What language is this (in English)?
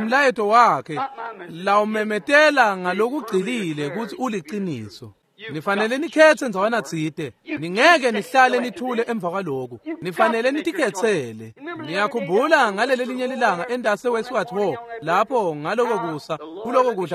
Swati